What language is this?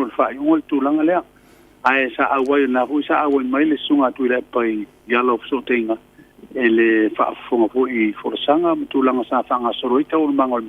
Samoan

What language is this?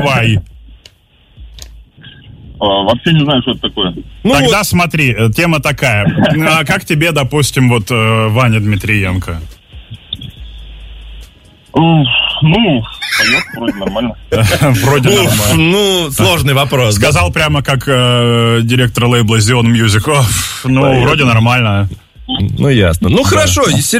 Russian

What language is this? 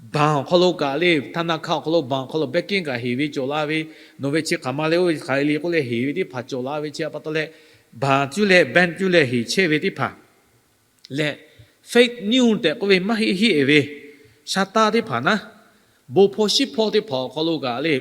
Lahu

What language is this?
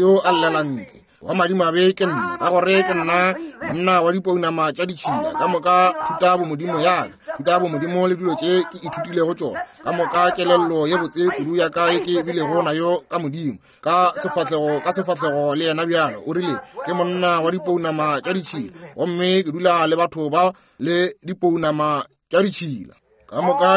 Northern Sotho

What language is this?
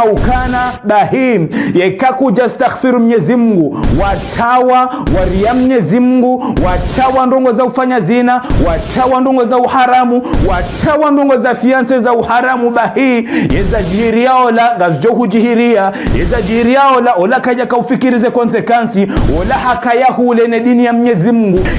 Ngazidja Comorian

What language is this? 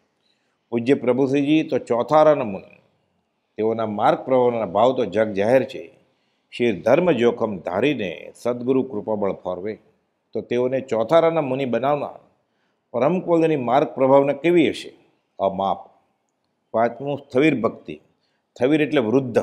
Gujarati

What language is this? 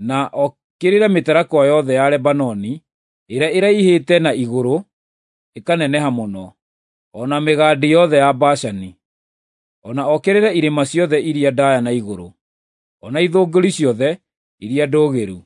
Kikuyu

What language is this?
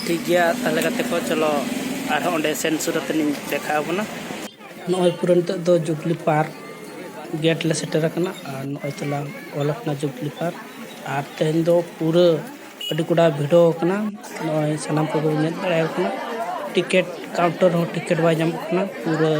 Santali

